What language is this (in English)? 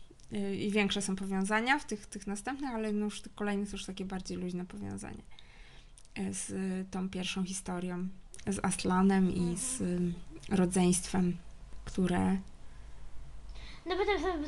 Polish